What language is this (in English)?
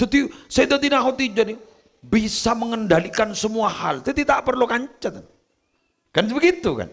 Madurese